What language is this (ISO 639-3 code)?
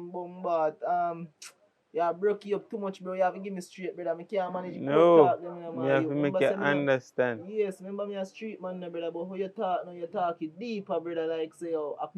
jam